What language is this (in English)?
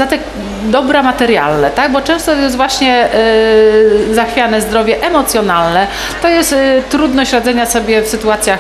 Polish